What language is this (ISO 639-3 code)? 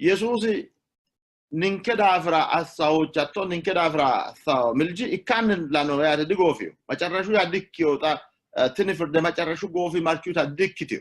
sid